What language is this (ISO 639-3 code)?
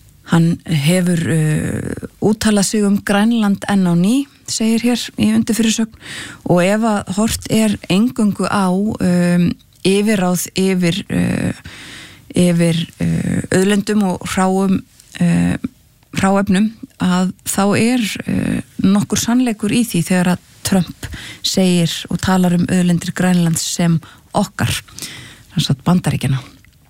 isl